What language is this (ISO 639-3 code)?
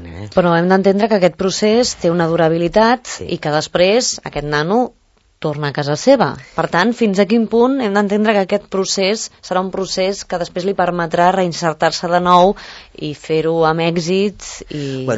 cat